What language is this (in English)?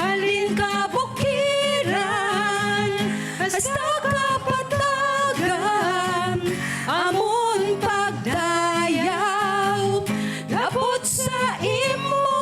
Hiligaynon